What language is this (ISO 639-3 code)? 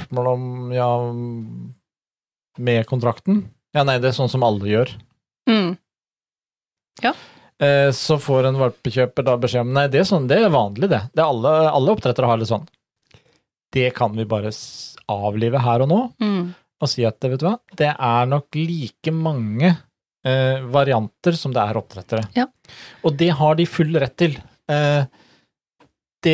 nor